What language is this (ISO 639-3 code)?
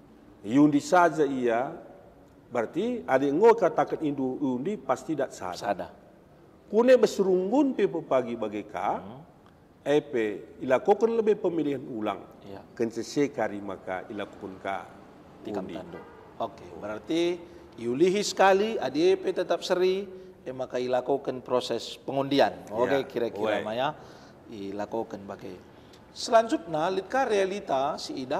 btx